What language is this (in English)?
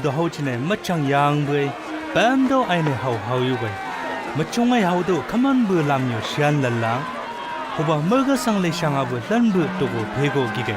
Chang Naga